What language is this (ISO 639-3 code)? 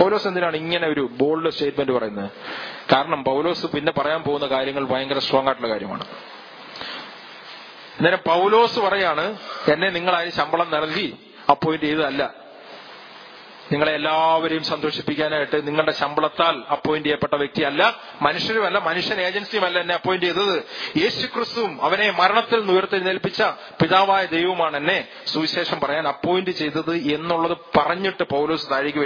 mal